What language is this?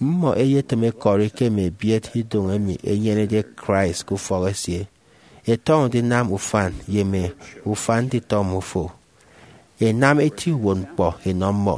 Efik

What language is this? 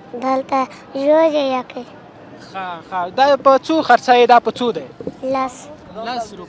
Pashto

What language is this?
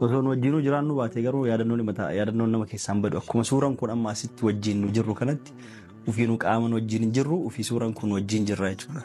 Oromo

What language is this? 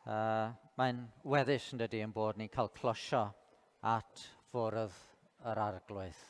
Welsh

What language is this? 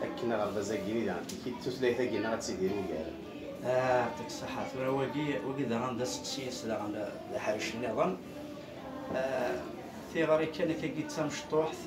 Kabyle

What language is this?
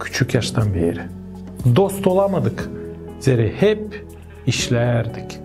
Gagauz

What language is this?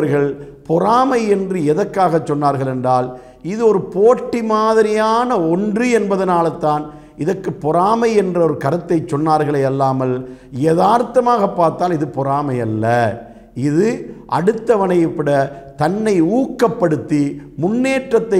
Tamil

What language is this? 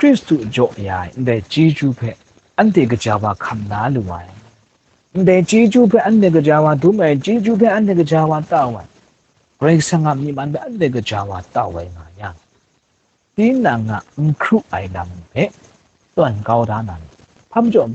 Kachin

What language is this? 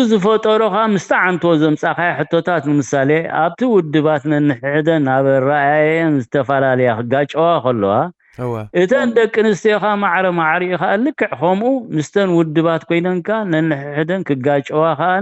Tigrinya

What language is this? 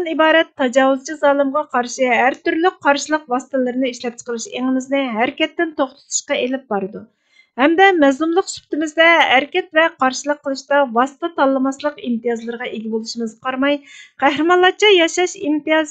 Uyghur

